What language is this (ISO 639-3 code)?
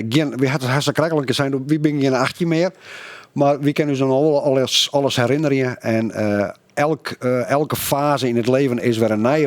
fry